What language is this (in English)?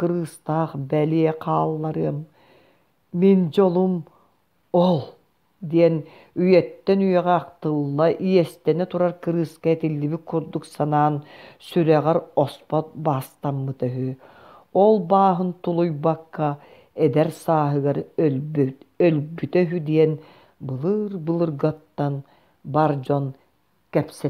Yakut